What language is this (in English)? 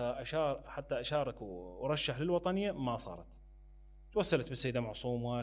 Mesopotamian Arabic